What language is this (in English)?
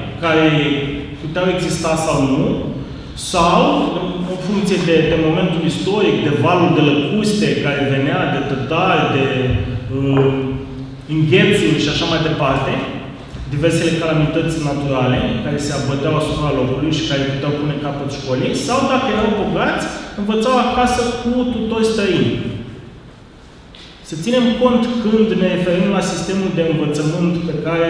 Romanian